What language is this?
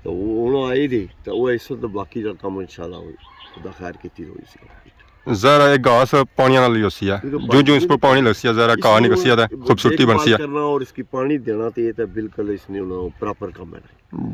Pahari-Potwari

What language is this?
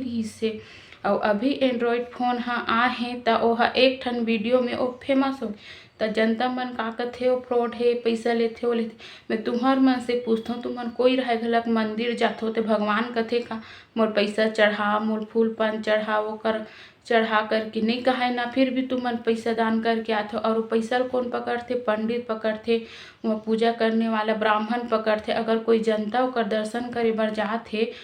Chhattisgarhi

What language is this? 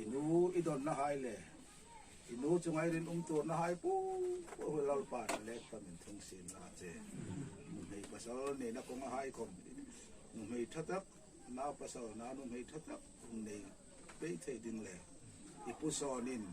Hmar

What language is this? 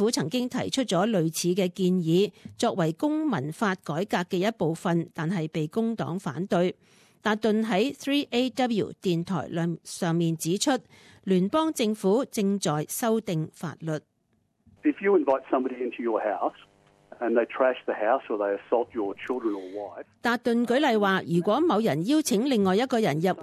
Cantonese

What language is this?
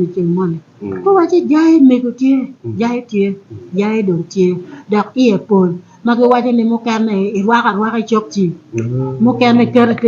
Acoli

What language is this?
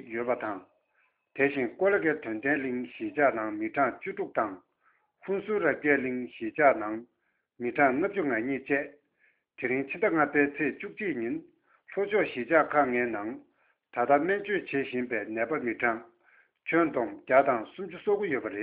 Tibetan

